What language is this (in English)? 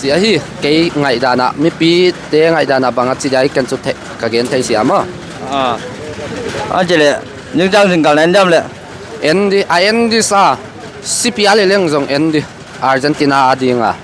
Paite Chin